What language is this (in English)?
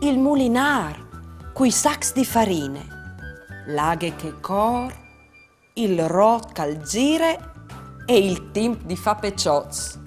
Friulian